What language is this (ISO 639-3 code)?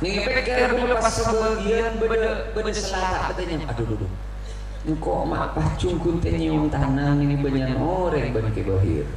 mad